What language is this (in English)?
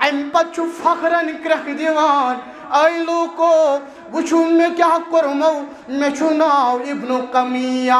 Kashmiri